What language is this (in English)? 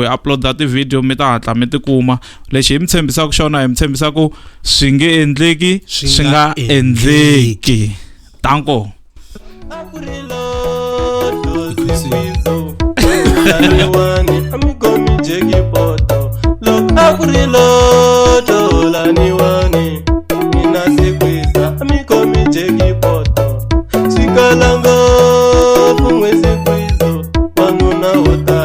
Tsonga